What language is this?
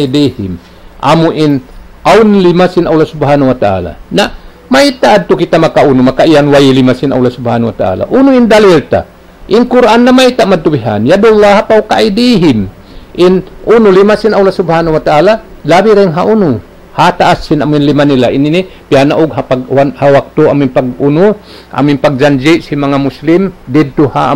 Tausug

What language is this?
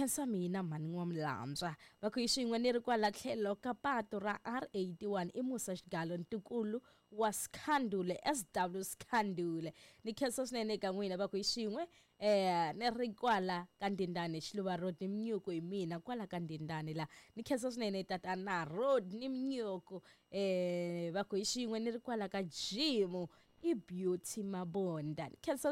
Tsonga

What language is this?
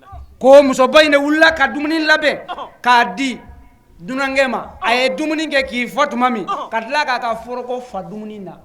Bambara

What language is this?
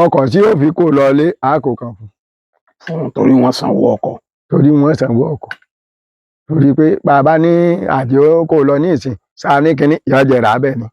Yoruba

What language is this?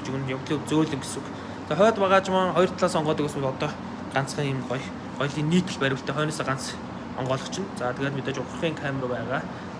Mongolian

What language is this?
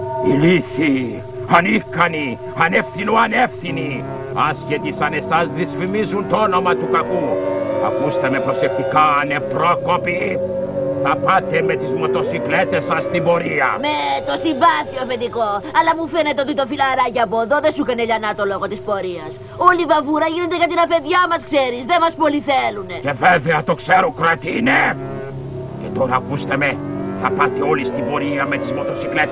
Greek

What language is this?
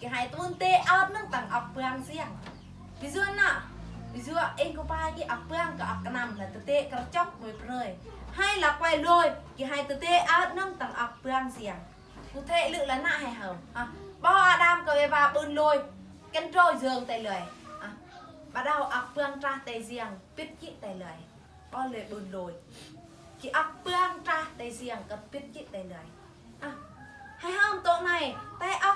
Eastern Bru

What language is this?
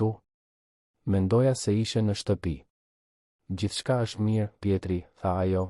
Albanian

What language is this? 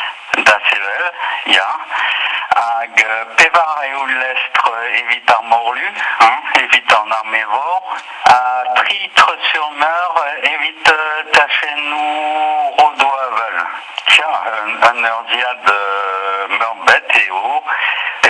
Breton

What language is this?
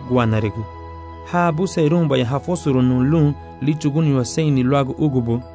Garifuna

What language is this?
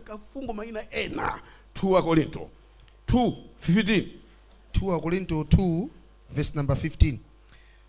Nyanja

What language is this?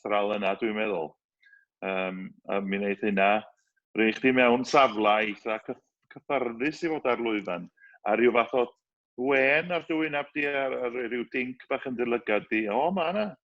Welsh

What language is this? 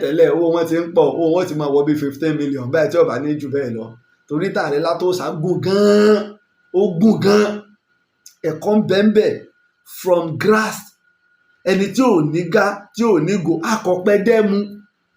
Yoruba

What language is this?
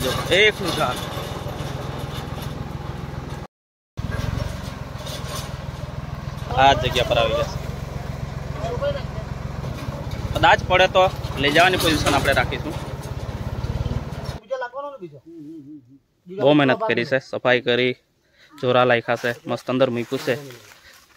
Gujarati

